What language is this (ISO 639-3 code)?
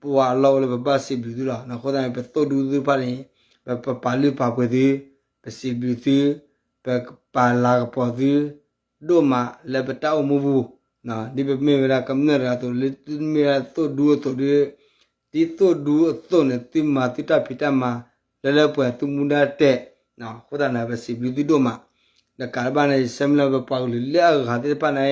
ksw